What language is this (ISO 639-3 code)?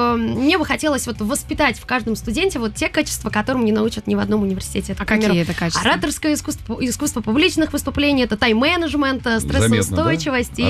rus